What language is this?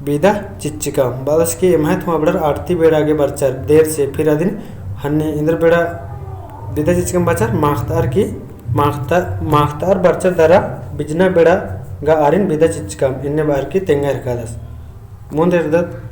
Kurukh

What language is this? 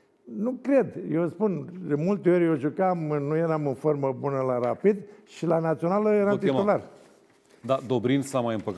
Romanian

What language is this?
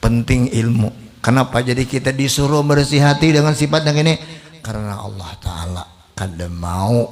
Banjar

